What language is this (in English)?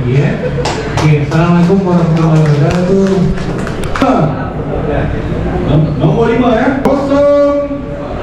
Malay